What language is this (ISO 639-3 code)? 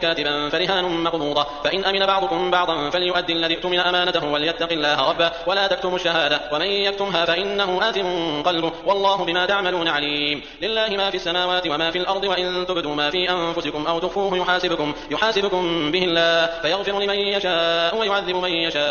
ara